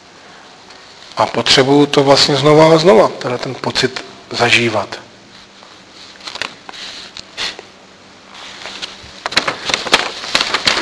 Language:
Czech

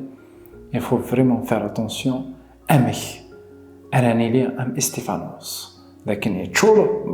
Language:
Kabyle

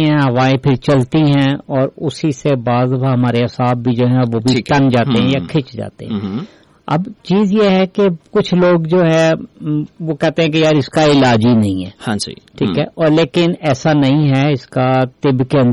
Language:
Urdu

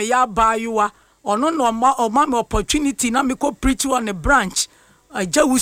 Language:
Akan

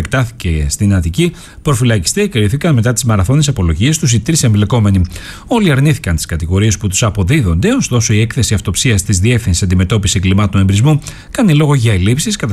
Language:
Greek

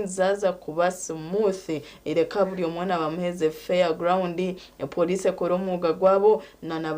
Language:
Nyankole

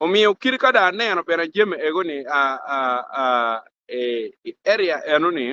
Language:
Acoli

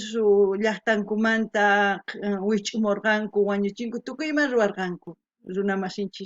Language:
South Bolivian Quechua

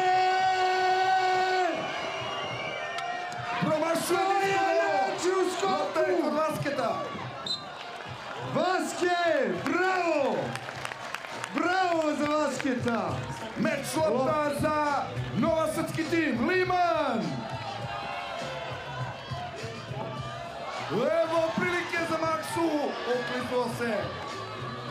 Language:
Serbian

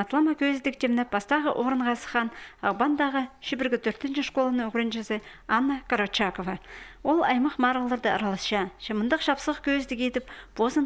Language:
Khakas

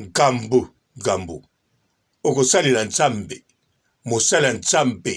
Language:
Lingala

